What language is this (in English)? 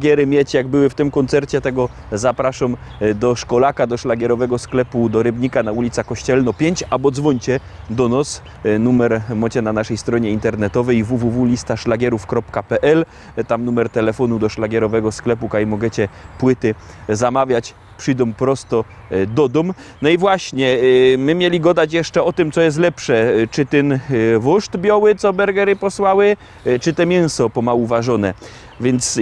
Silesian